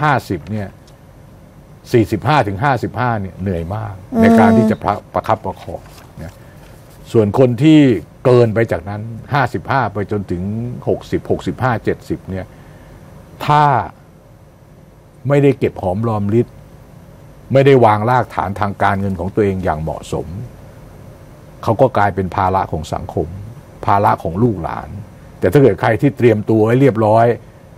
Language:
Thai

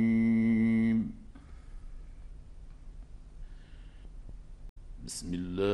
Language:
Arabic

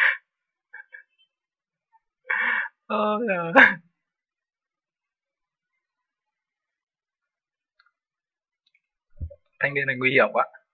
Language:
Vietnamese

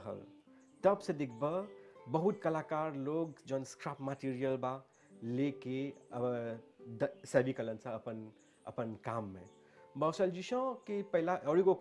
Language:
Bhojpuri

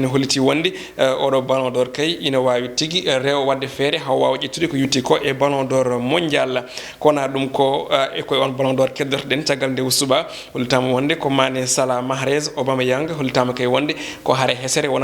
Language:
Fula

